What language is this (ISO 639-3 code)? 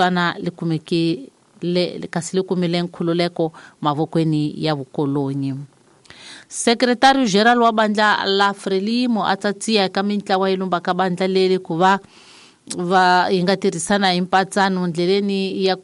tso